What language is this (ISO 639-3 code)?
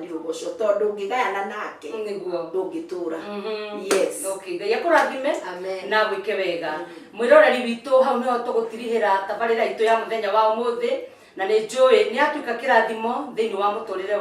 kik